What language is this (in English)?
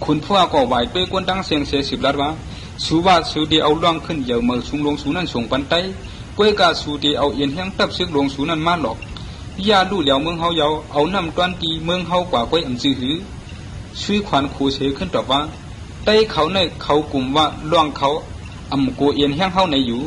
Shan